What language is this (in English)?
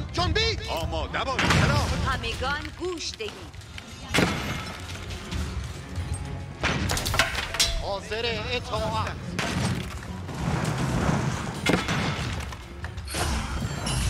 Persian